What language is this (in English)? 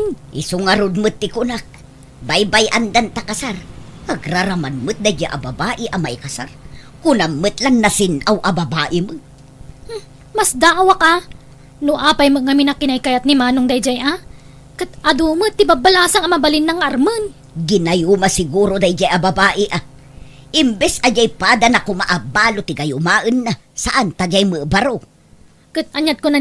Iloko